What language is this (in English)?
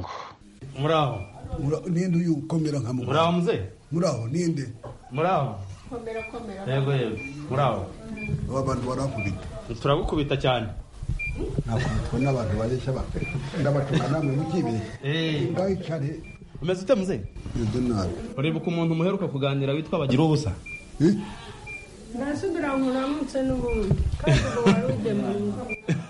Kinyarwanda